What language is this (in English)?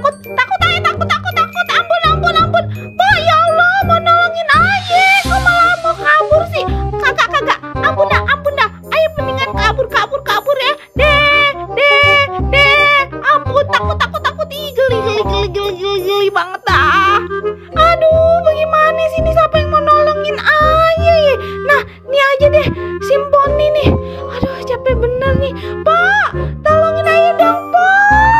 Betawi